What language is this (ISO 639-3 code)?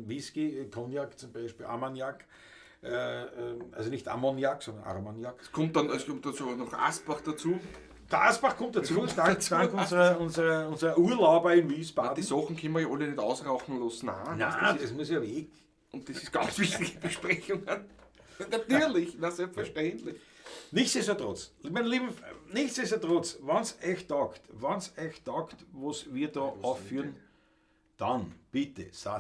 bar